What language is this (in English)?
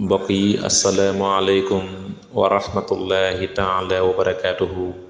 Wolof